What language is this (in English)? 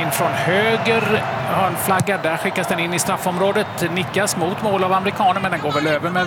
Swedish